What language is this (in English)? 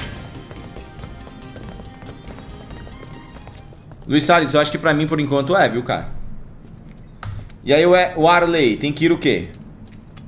Portuguese